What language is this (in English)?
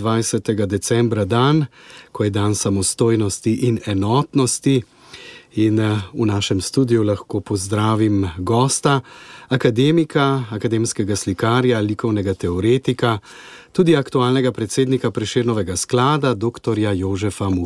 Slovenian